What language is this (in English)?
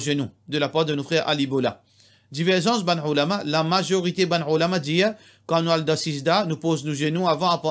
Morisyen